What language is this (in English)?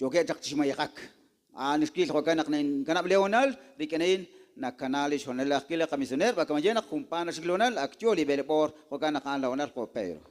Kekchí